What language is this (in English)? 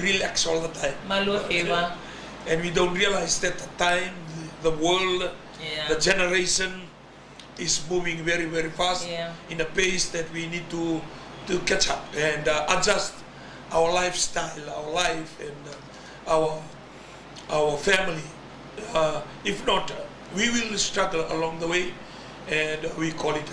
Fijian